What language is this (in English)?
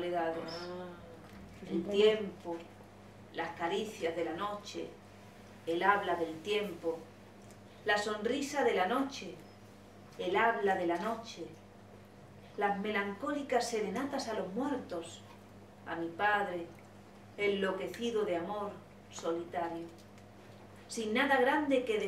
Spanish